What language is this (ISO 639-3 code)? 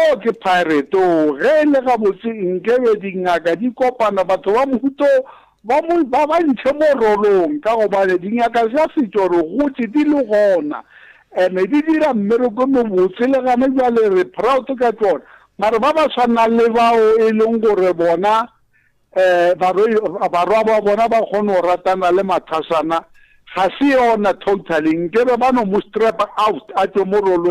nso